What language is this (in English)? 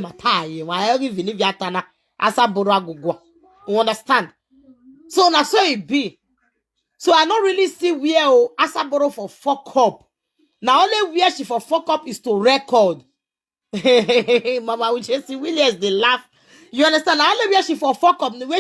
Nigerian Pidgin